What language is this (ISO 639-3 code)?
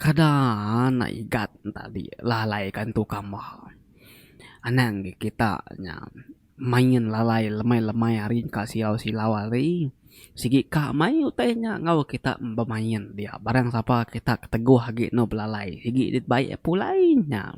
iba